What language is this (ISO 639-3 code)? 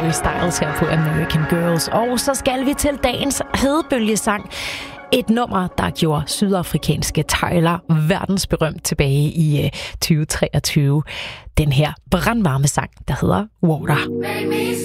dan